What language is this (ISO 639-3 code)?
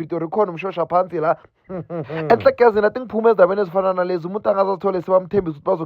zul